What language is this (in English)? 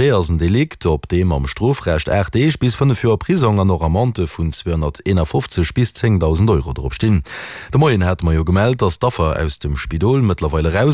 Luxembourgish